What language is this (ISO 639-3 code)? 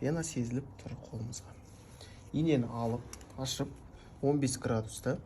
kaz